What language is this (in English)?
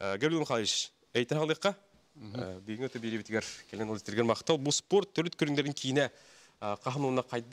Yakut